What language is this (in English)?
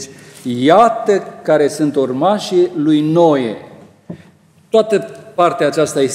Romanian